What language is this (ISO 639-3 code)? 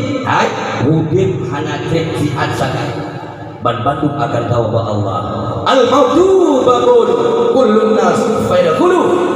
ace